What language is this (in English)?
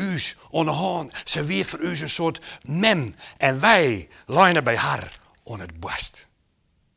Western Frisian